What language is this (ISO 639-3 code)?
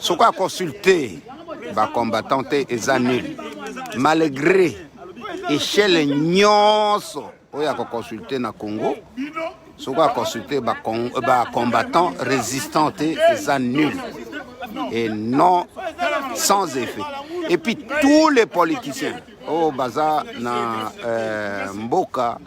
lin